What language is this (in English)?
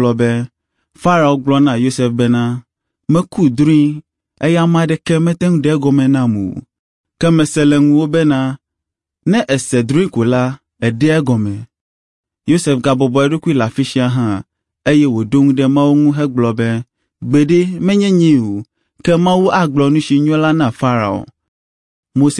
Ewe